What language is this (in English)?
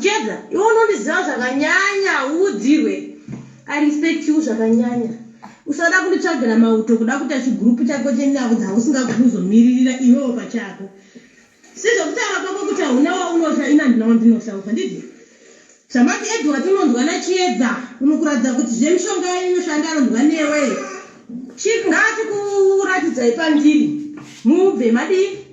Shona